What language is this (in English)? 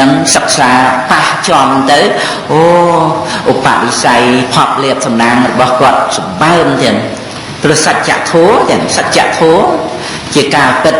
Khmer